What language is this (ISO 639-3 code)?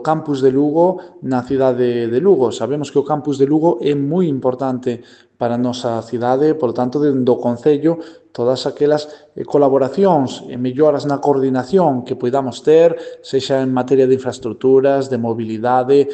glg